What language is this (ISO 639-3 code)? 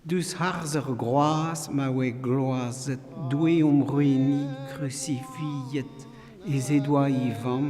bre